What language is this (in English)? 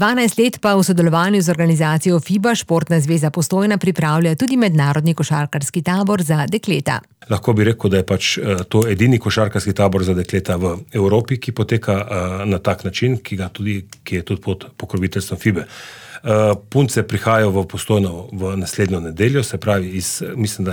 Slovenian